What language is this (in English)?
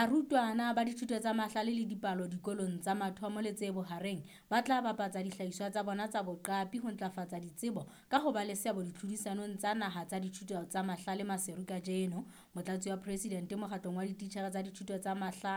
Southern Sotho